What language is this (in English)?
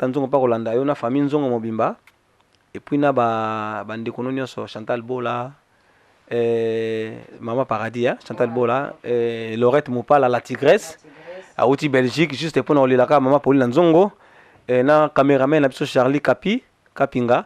Lingala